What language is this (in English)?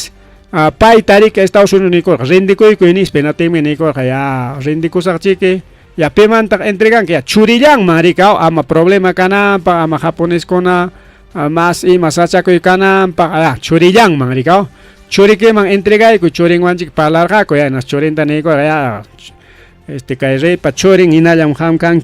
Ayacucho Quechua